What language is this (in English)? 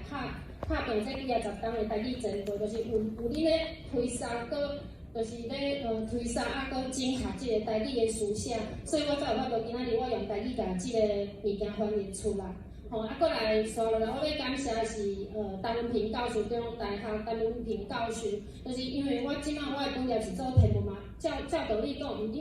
Min Nan Chinese